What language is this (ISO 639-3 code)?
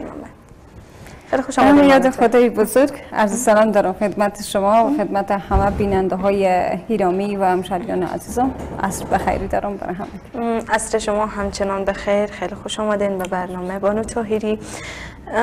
fas